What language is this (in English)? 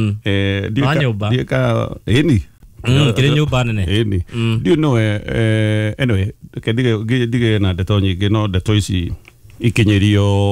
Kikuyu